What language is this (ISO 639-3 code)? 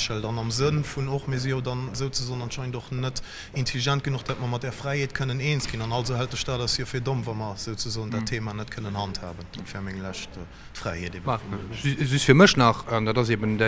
ltz